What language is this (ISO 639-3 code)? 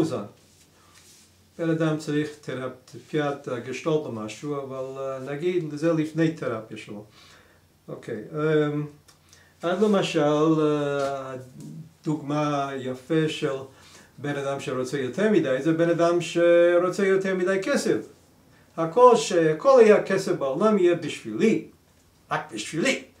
heb